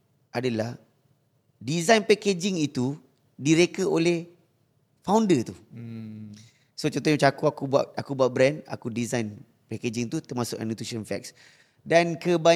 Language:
Malay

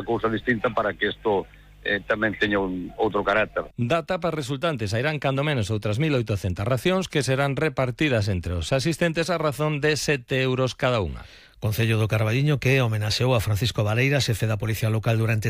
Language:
Galician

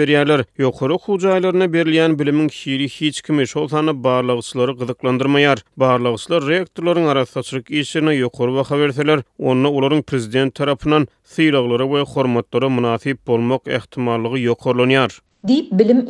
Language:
Turkmen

